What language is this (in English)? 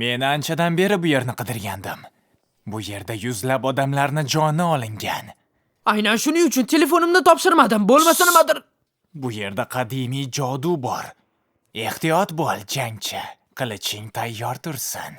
Uzbek